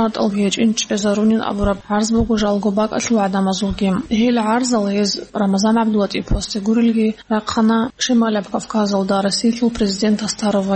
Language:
Avaric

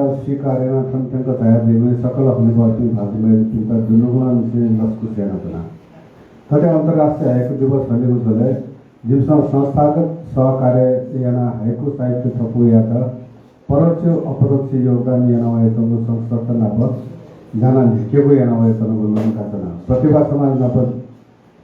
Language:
Newari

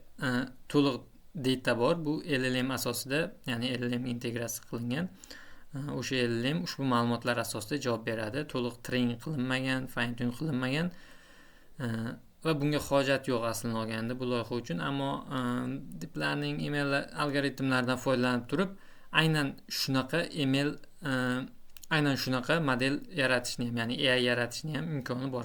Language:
Uzbek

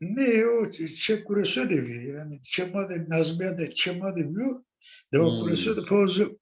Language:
Zaza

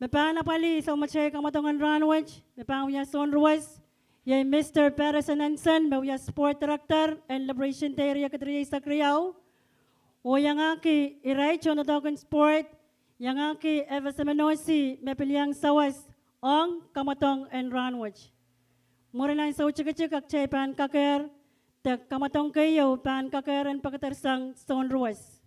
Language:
Pohnpeian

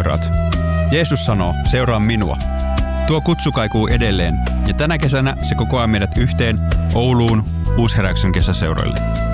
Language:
Finnish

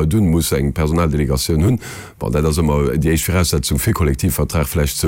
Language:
Luxembourgish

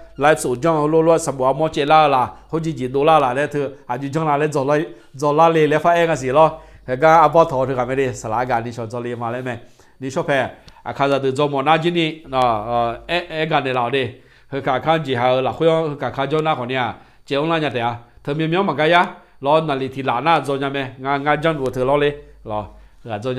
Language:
Akha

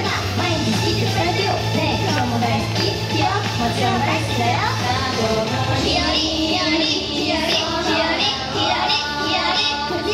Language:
Japanese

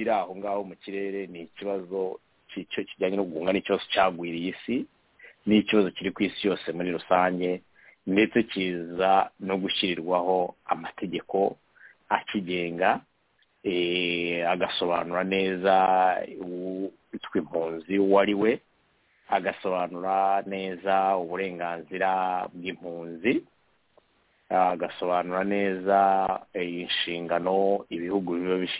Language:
Kinyarwanda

